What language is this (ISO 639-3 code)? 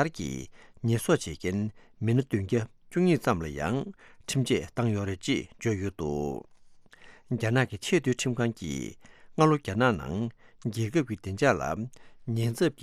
bod